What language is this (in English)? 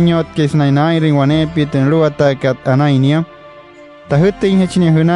Wayuu